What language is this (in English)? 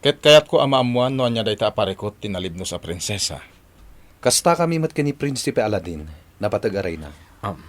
Iloko